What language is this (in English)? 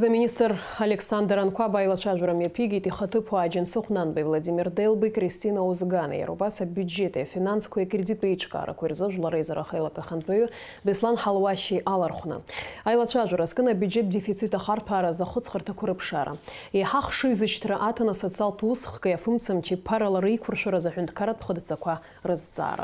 Abkhazian